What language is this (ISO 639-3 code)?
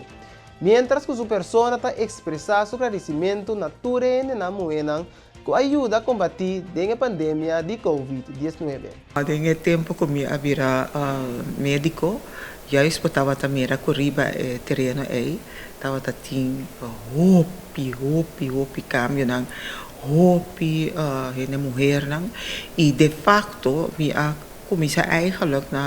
pap